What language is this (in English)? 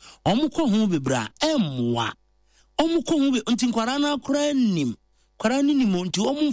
Akan